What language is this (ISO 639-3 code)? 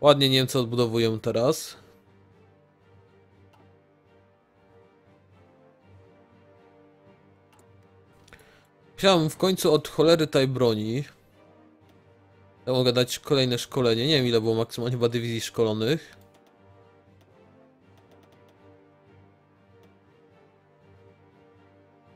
pol